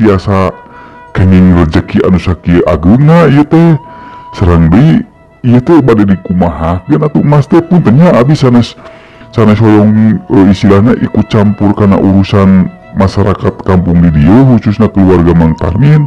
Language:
Sundanese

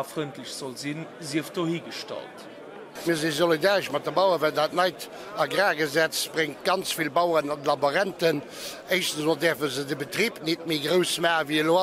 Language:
Luxembourgish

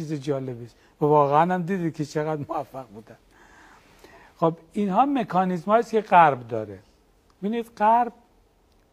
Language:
Persian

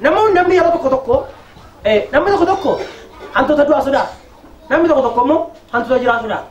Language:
Oromo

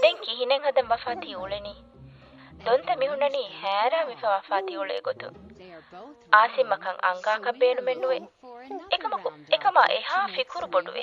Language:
Divehi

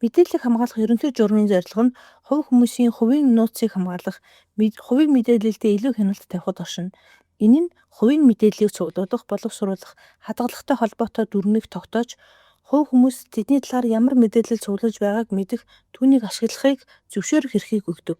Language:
Mongolian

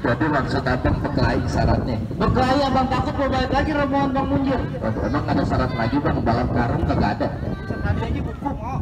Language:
Betawi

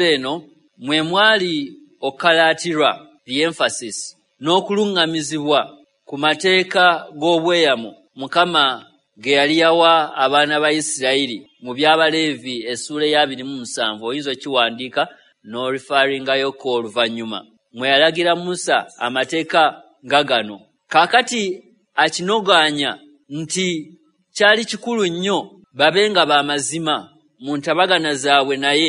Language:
Ganda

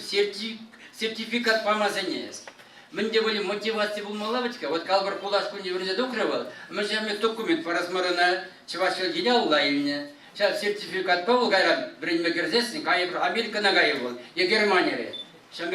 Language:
Chuvash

